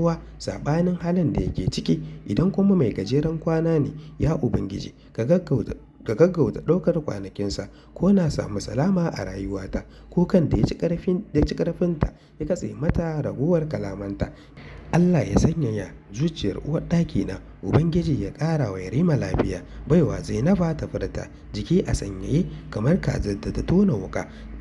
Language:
Hausa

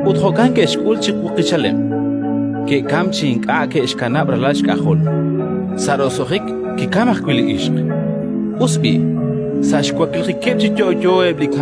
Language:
Kekchí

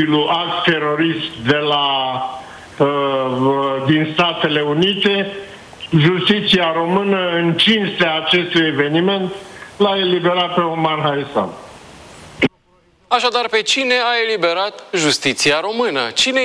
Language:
Romanian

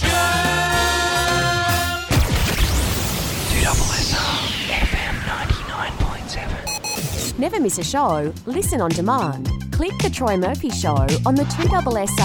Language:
English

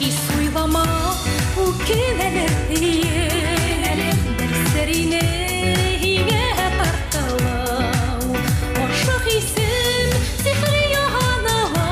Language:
Bashkir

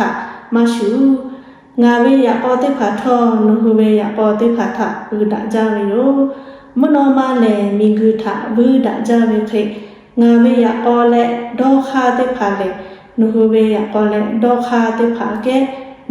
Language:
Lahu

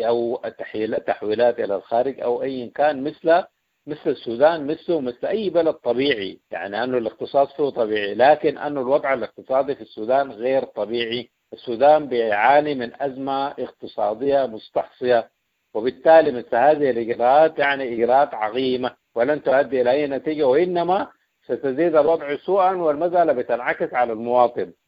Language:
Sudanese Arabic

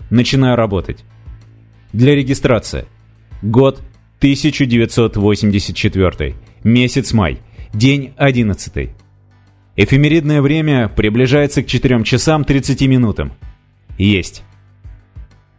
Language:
Russian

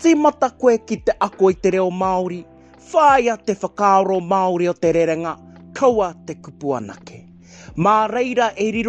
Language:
Māori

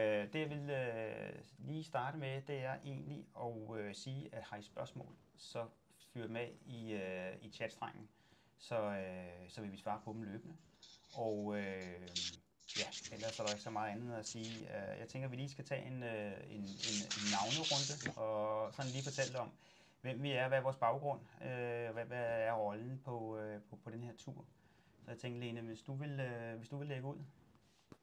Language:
Danish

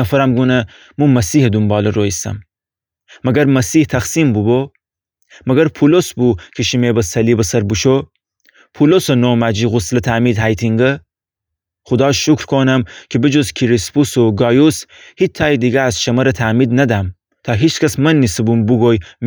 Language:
Gilaki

